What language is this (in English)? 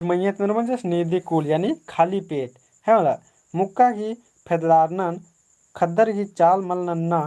Kurukh